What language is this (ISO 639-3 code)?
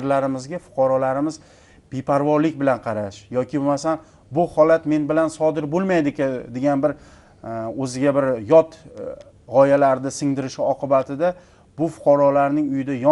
uzb